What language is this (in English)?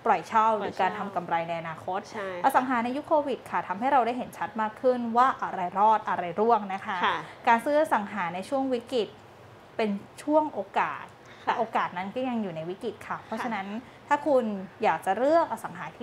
Thai